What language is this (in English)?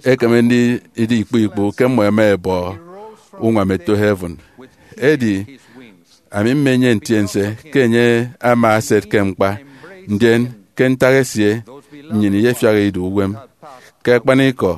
Efik